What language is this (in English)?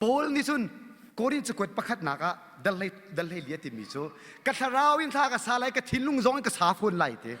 Hakha Chin